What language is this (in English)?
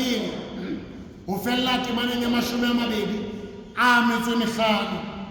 Southern Sotho